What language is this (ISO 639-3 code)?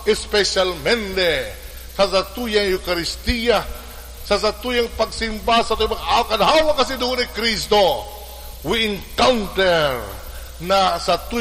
bik